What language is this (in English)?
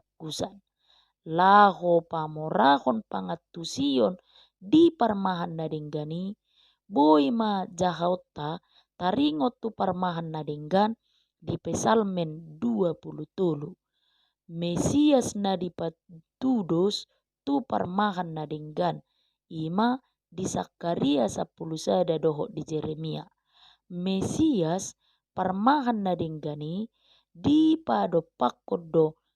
Batak Toba